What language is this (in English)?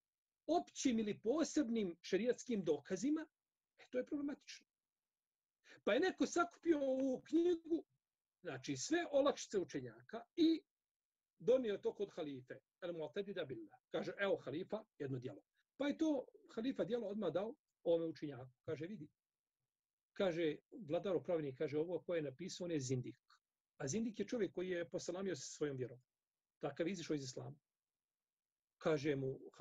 Bosnian